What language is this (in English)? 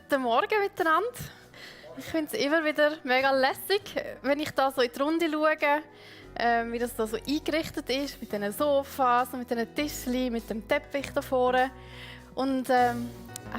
Swiss German